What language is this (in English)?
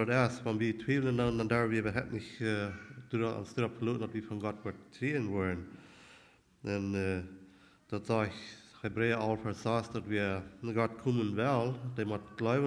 Plautdietsch